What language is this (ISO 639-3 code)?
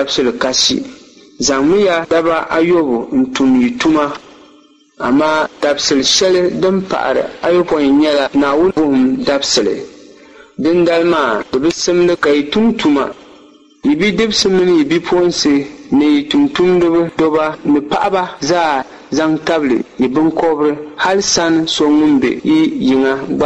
dag